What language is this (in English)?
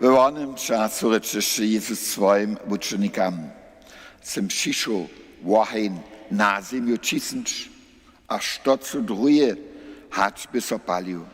Upper Sorbian